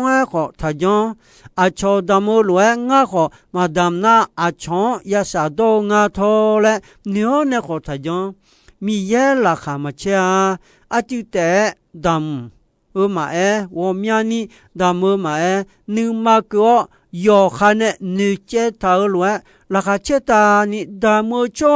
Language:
Akha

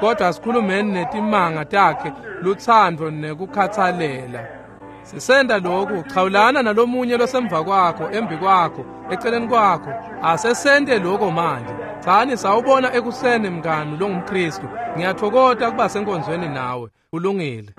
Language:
Swati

